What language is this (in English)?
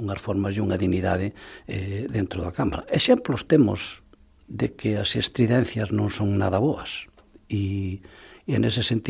Galician